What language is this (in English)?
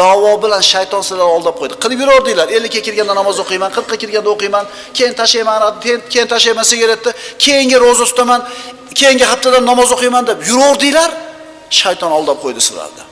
Uzbek